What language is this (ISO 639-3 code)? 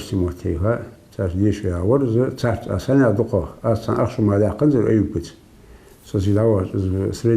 inh